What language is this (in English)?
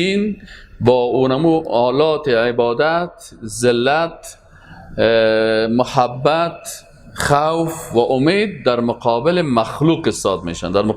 Persian